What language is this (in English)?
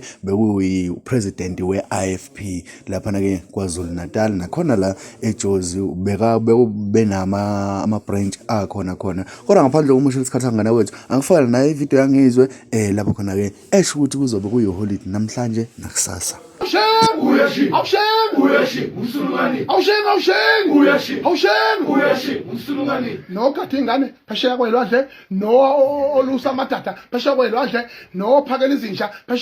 Zulu